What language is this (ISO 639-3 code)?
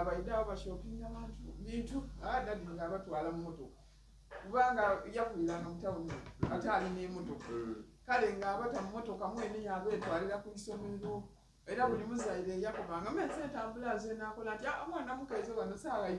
xog